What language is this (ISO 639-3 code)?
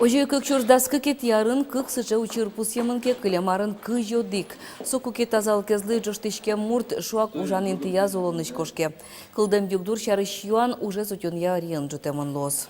udm